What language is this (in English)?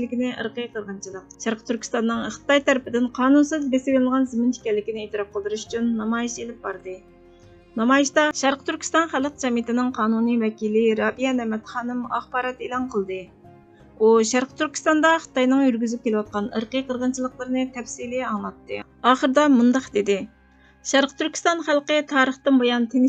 Uyghur